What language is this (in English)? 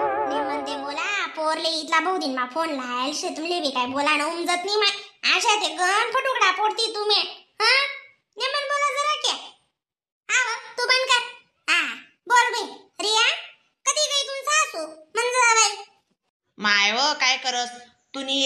Khandesi